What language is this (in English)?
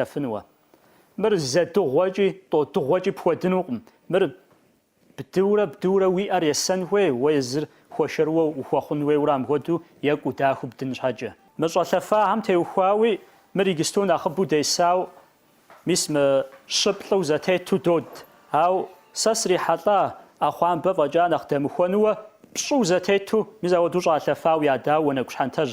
Kabardian